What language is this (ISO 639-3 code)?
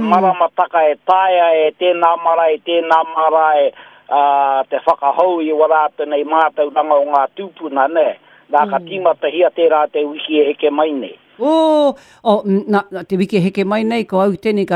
mri